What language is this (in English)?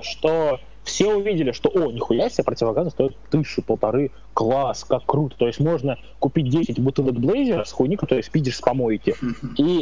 Russian